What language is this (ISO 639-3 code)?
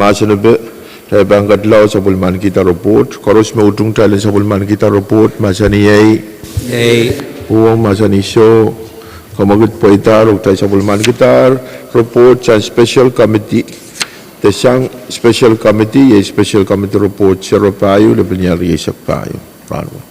pon